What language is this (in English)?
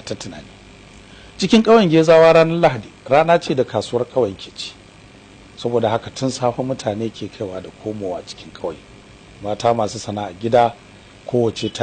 Hausa